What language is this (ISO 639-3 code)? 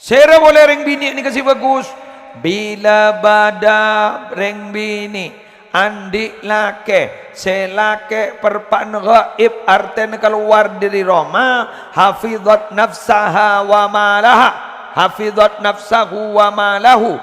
mad